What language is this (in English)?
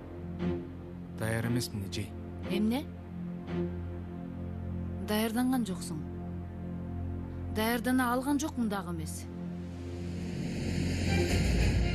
Kyrgyz